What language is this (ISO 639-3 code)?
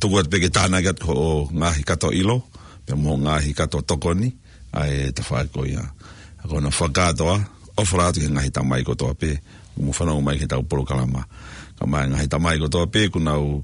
ton